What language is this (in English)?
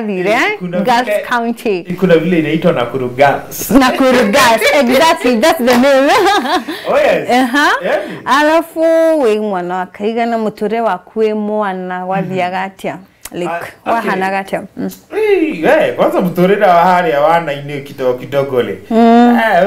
Kikuyu